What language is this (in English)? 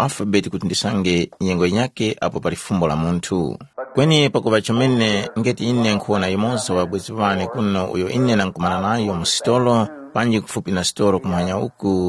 Tumbuka